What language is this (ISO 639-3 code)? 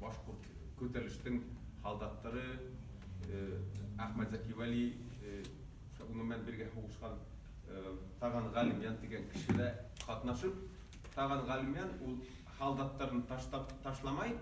bak